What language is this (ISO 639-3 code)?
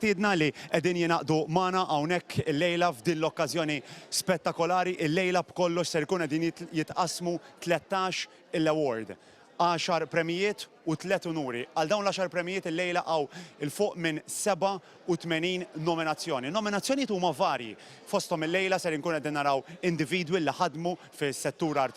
mlt